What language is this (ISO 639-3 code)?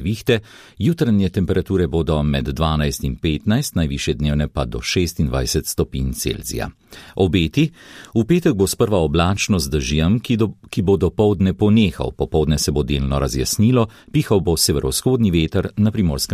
slv